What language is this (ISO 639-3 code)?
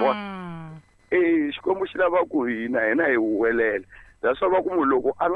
tso